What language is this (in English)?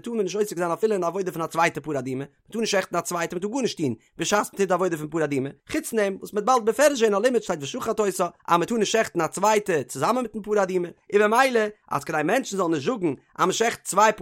Yiddish